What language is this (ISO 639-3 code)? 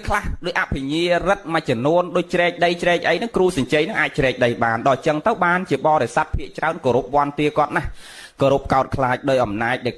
khm